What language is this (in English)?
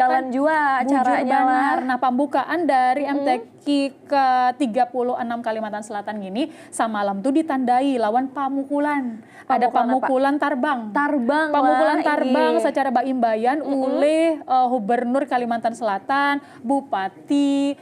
Banjar